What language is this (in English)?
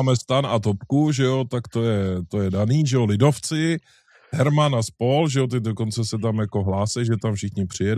Czech